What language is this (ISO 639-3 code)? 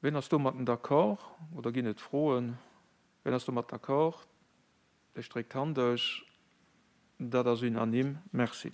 ltz